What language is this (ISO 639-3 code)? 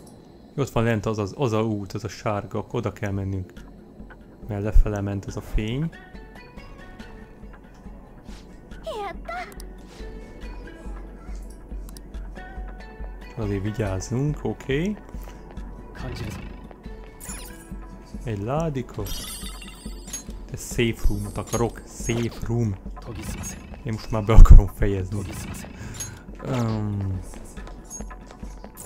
hun